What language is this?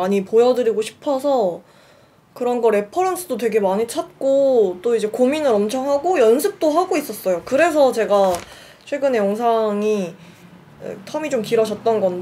Korean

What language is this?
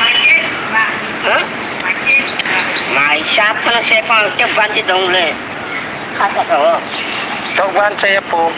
Kok Borok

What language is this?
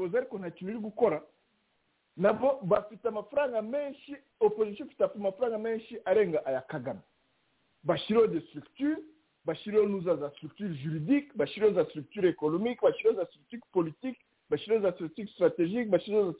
Kinyarwanda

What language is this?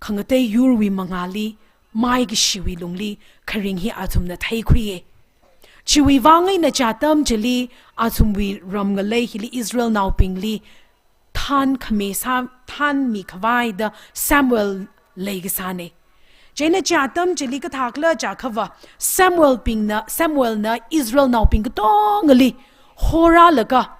Tangkhul Naga (India)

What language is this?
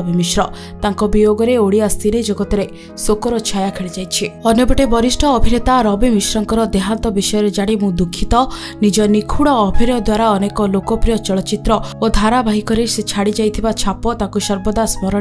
Odia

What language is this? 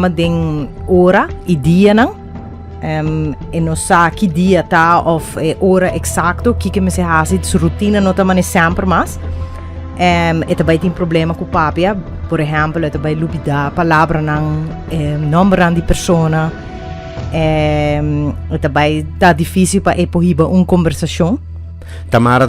Papiamento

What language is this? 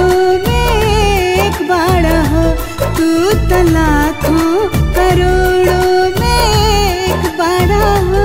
Bhojpuri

